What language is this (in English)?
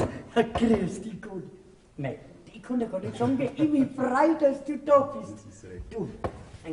Bavarian